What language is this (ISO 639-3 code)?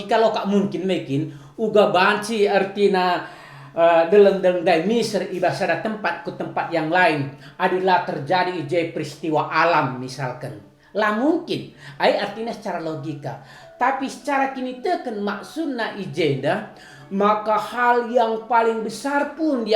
btx